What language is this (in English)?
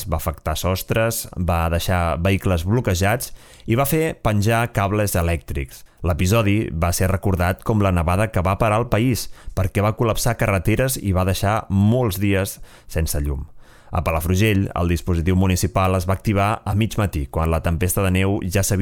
Catalan